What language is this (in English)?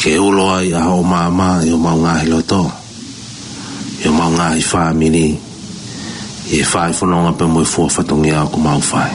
Tongan